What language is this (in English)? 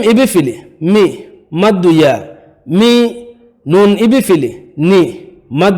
Divehi